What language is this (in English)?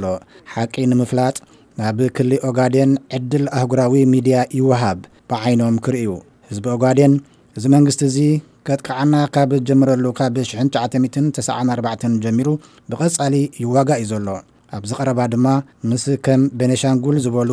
Tigrinya